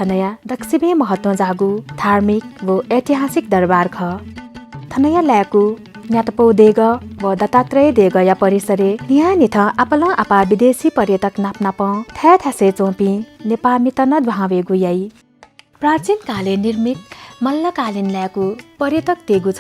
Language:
Newari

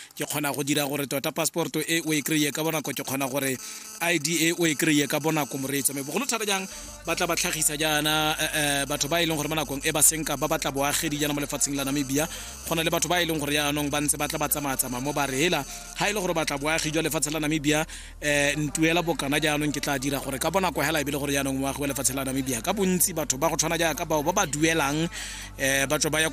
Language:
Tswana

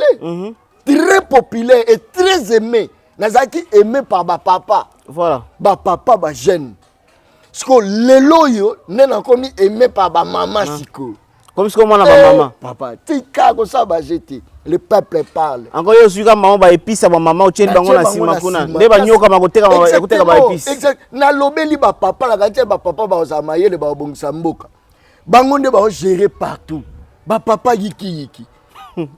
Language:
Lingala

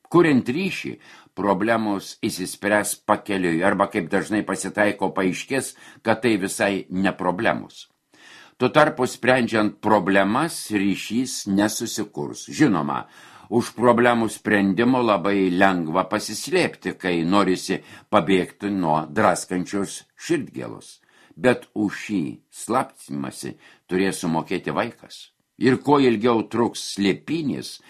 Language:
Lithuanian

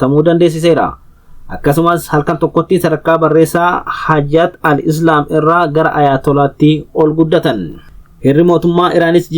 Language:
Oromo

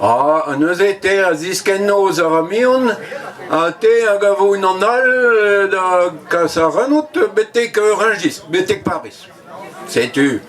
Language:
Breton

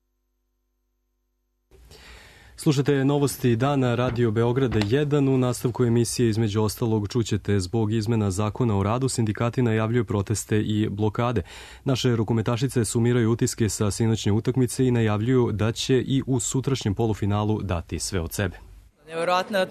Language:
Serbian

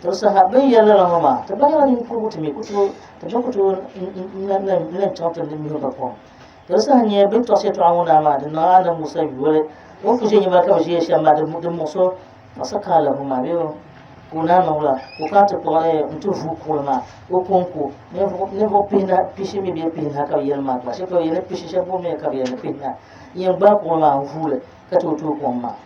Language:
Dagbani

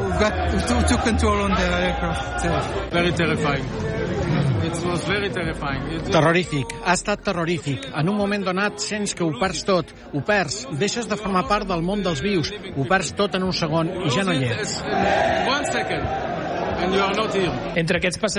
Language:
Catalan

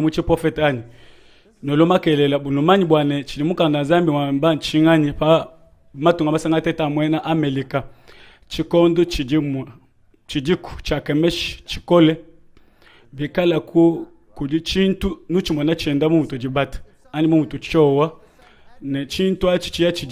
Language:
Luba-Lulua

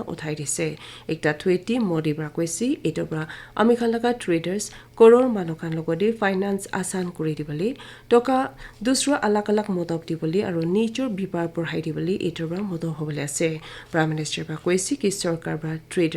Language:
Naga Pidgin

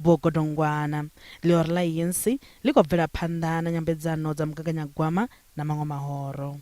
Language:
Venda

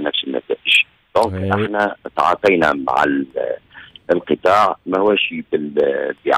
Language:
Tunisian Arabic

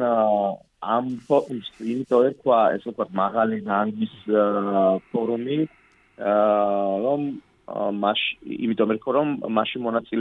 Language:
Georgian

